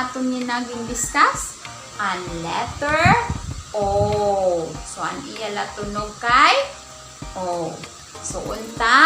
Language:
Waray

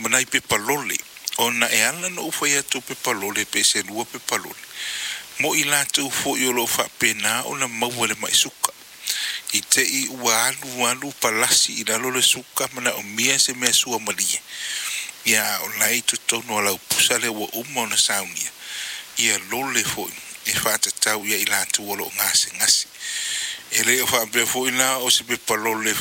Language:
Samoan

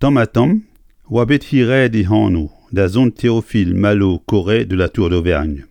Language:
Breton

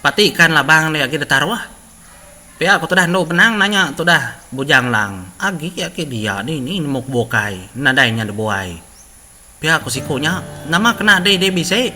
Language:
Iban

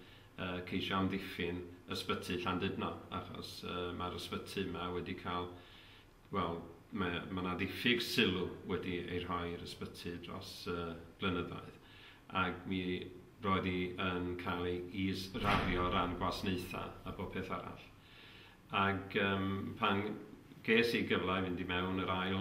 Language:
Welsh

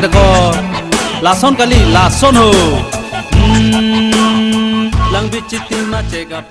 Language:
Karbi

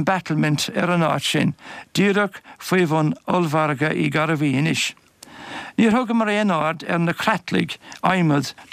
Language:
Irish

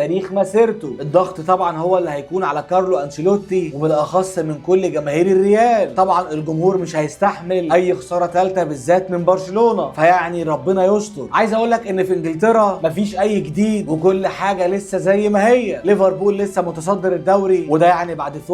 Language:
Egyptian Arabic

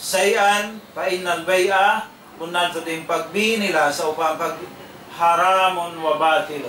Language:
Tausug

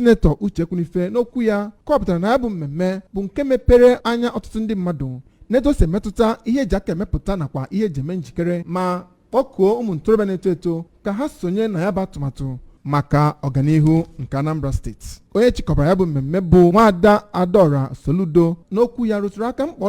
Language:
Igbo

